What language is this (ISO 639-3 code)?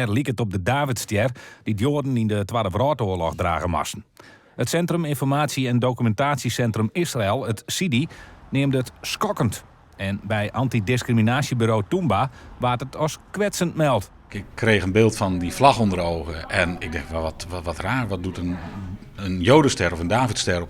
fry